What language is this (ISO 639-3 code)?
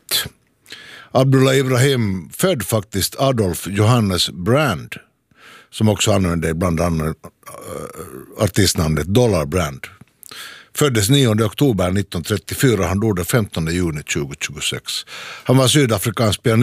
swe